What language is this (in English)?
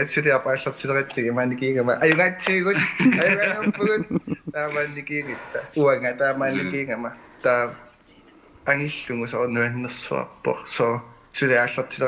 Kalaallisut